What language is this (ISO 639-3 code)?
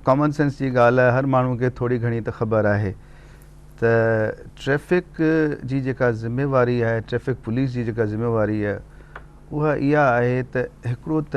snd